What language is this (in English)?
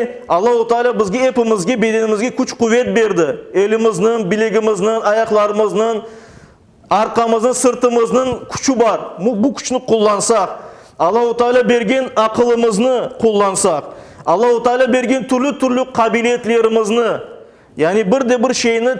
Crimean Tatar